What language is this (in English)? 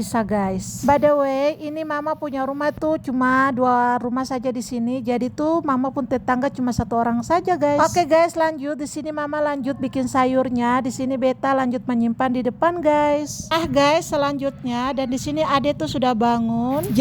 Ambonese Malay